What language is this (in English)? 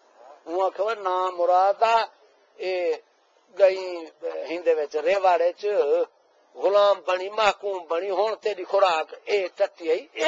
Saraiki